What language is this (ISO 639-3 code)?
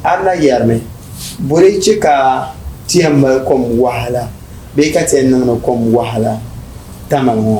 dag